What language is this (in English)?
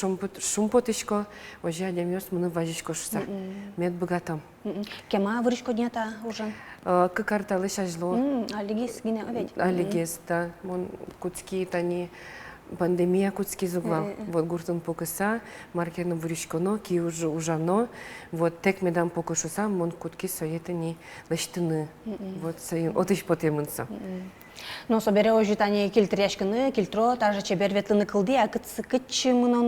Udmurt